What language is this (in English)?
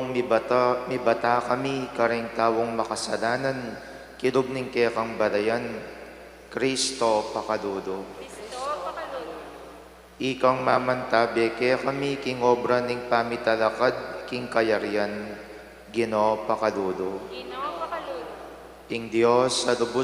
Pampanga